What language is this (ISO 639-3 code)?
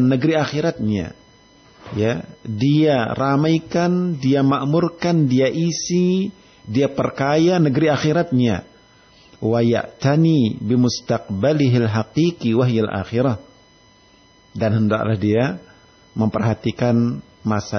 ind